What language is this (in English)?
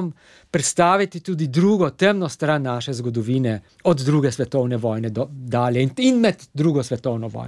Slovenian